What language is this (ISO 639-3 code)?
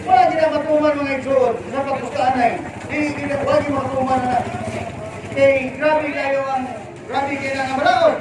ceb